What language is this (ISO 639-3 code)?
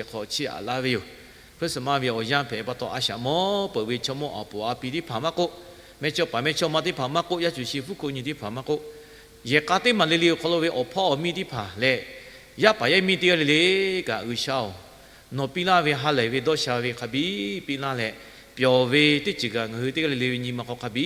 lhu